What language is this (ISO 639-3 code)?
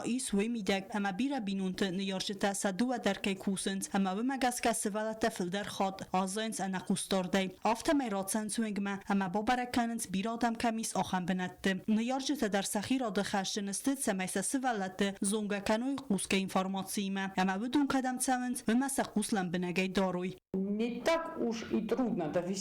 oss